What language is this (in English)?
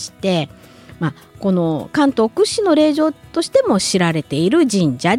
Japanese